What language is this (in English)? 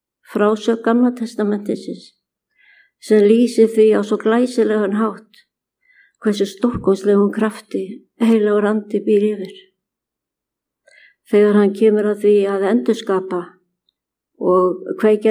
Icelandic